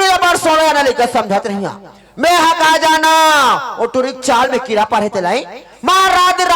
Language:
Chhattisgarhi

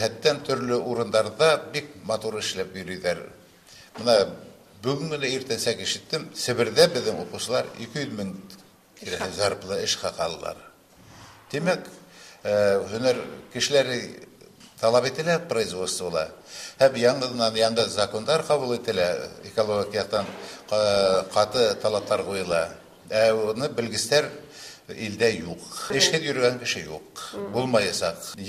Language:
Bashkir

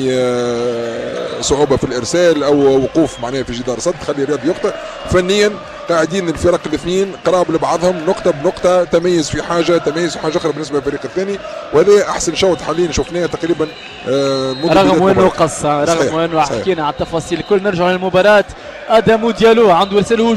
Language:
Tunisian Arabic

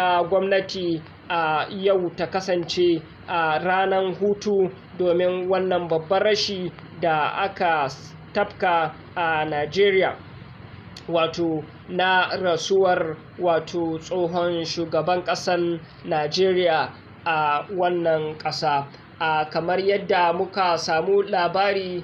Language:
Hausa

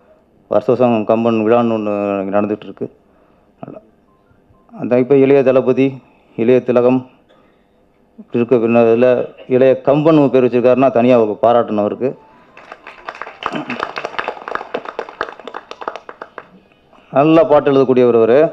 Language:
Tamil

